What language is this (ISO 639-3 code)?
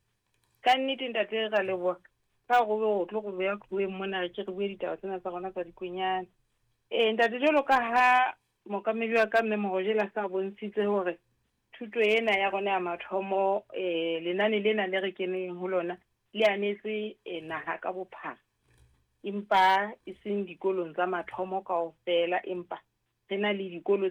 sot